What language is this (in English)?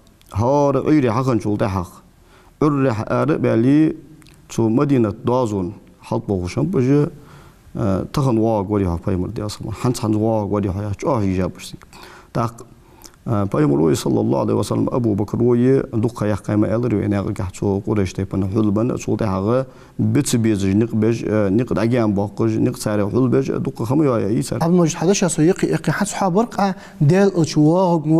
Ingush